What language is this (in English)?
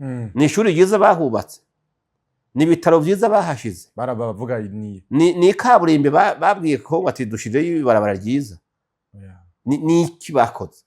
Rundi